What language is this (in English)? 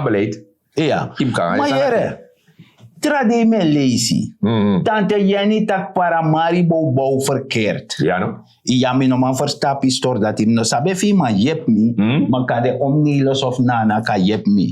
Sranan Tongo